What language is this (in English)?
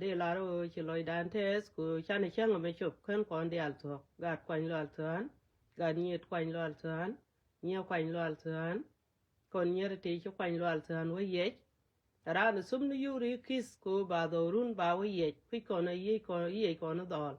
Nuer